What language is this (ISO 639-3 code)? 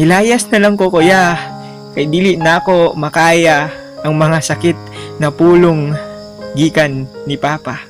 ceb